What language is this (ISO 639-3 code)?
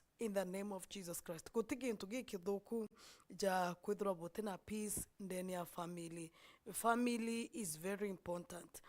mer